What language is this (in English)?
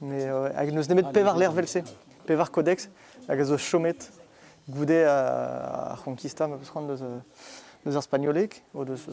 Breton